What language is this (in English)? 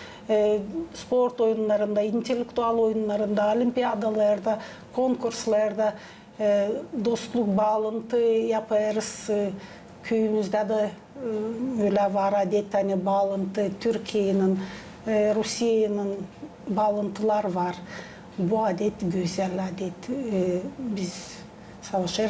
Gagauz